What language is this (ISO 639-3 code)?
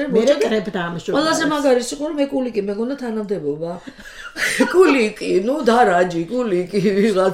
kat